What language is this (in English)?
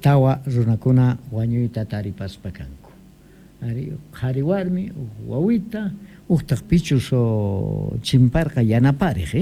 Quechua